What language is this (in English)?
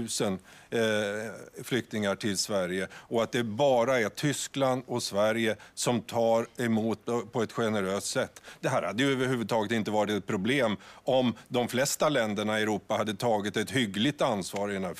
Swedish